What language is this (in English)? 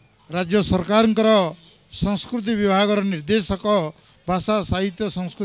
Odia